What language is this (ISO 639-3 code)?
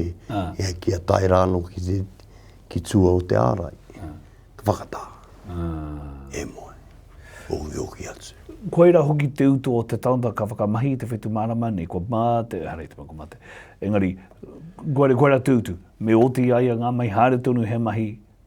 mri